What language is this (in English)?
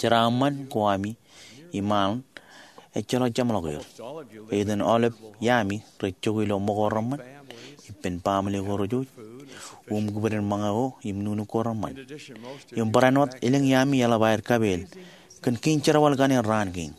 Marshallese